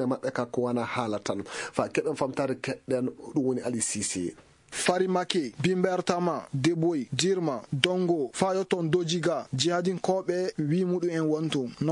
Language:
Fula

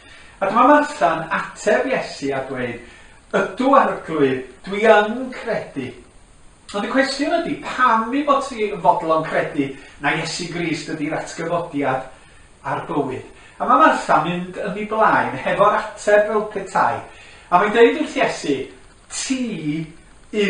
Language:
Welsh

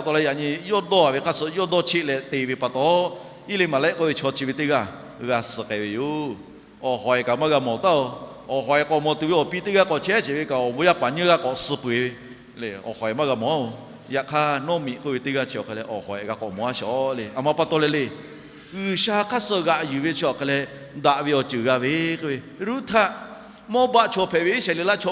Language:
Lahu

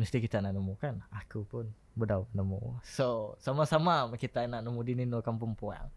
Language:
Iban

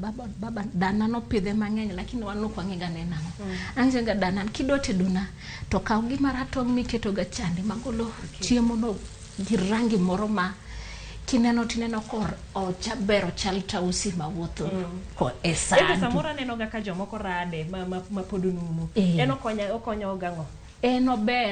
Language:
Luo (Kenya and Tanzania)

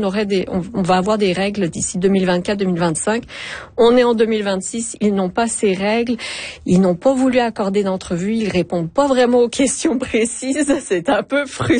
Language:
French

